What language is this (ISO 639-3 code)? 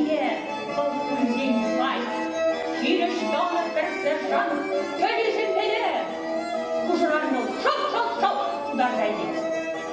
chv